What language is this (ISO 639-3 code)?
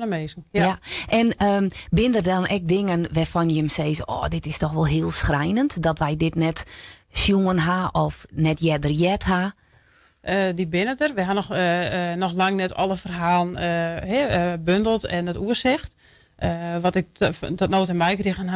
fry